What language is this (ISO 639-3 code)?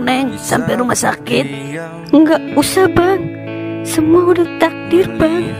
bew